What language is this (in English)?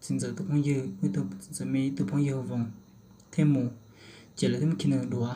Hmong